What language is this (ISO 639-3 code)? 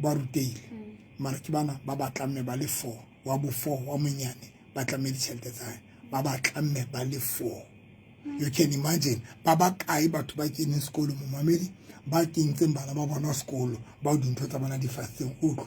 sot